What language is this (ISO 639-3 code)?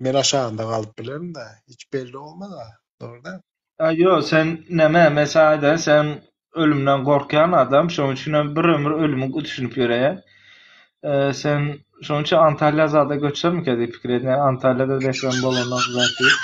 tuk